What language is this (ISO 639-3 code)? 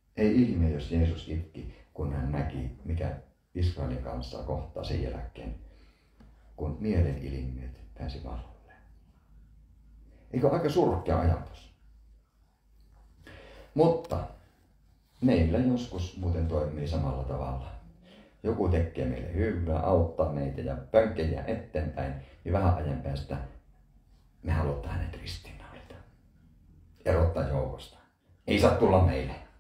fin